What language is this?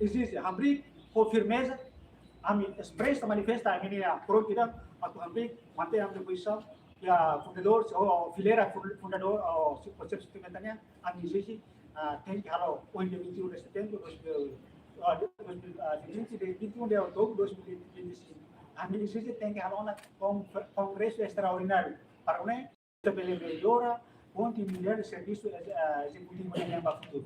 Tetum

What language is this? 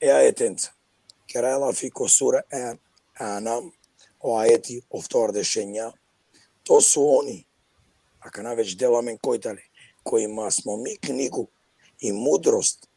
Balkan Romani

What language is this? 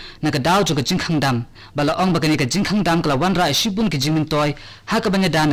Khasi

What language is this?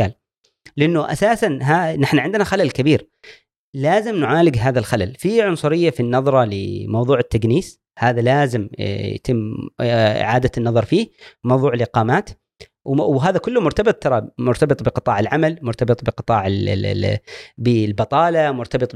Gulf Arabic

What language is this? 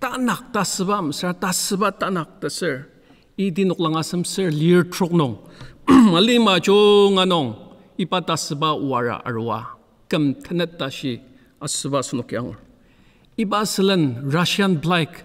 Ao Naga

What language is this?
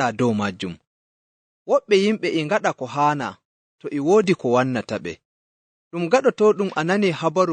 Nigerian Fulfulde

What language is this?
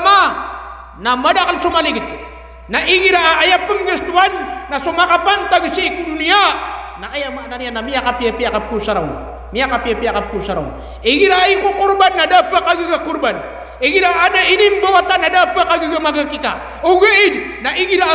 Maranao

